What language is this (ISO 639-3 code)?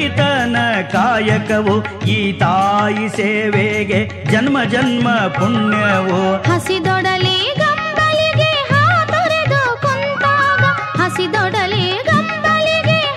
kan